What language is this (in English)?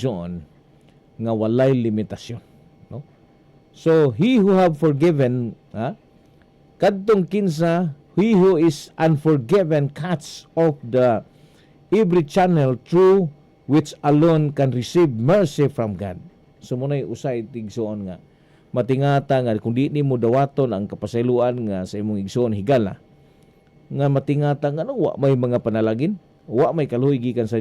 Cebuano